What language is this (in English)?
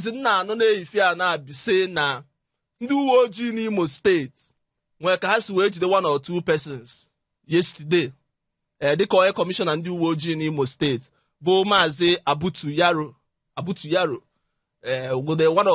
Igbo